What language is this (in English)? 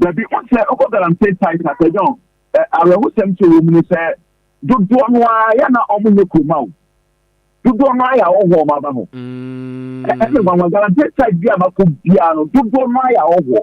Akan